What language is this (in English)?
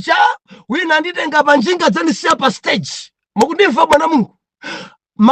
Nyanja